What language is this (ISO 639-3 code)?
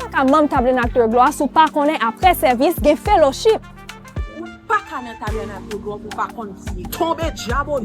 hat